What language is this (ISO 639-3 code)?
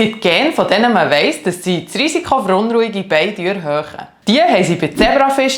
gsw